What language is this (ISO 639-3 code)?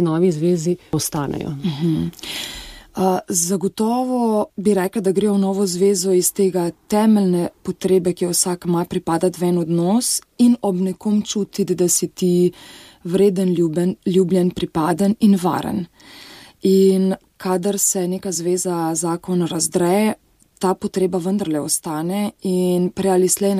slv